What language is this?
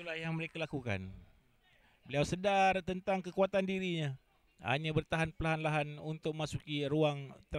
Malay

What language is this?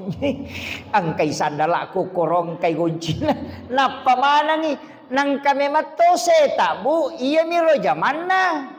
Buginese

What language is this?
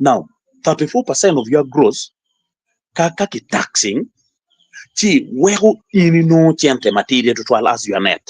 Acoli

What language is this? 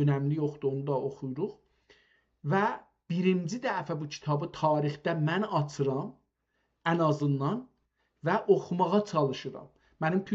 South Azerbaijani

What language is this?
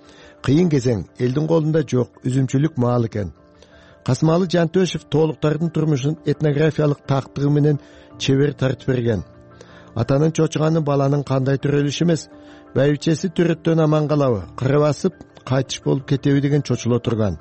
Kyrgyz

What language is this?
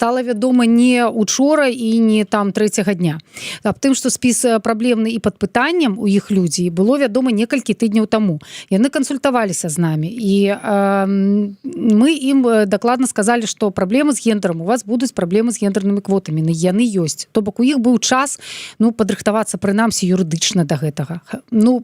Belarusian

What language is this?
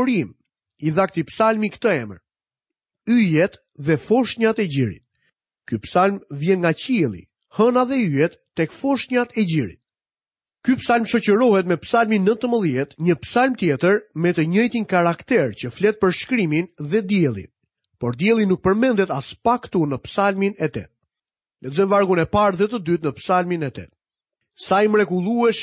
Albanian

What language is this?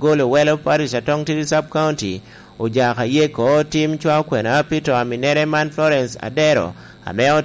Lango (Uganda)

